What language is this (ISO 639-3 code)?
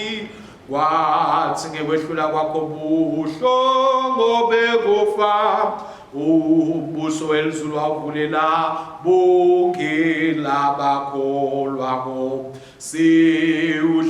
ssw